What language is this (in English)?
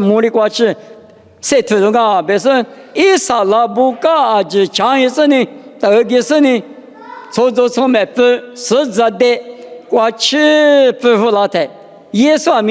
Lisu